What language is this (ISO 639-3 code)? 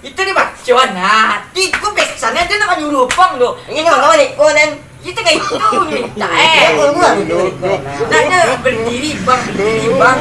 min